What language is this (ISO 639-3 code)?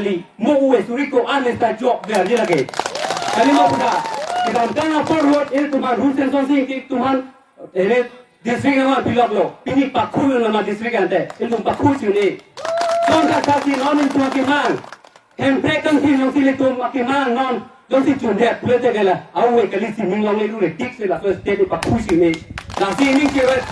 mjw